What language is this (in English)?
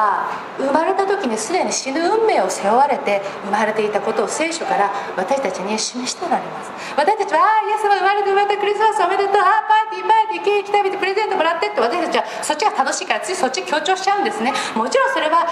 Japanese